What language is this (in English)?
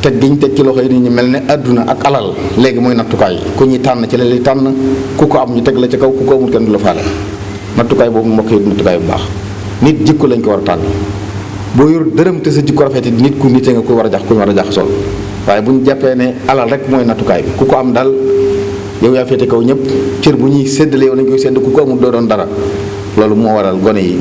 Wolof